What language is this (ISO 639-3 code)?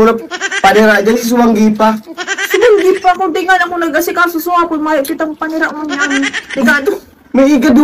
bik